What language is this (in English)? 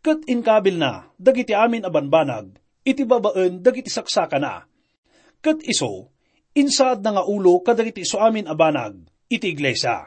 Iloko